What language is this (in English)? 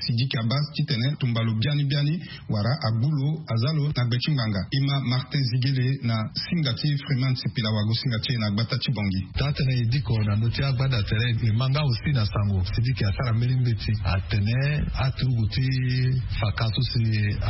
Sango